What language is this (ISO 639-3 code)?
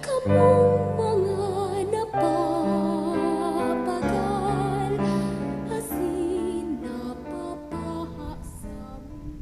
bik